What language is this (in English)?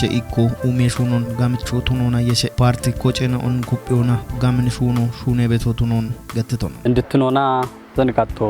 Kafa